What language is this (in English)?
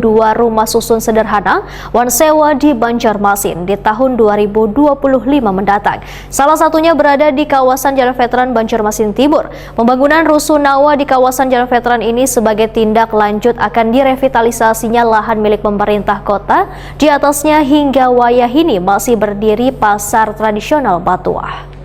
Banjar